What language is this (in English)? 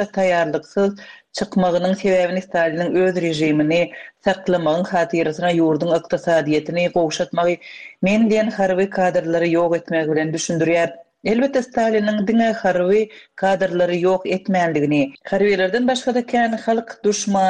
Turkmen